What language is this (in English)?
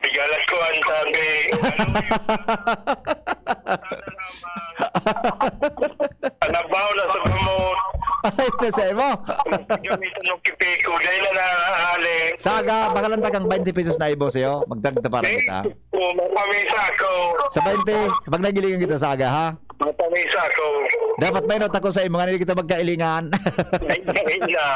Bikol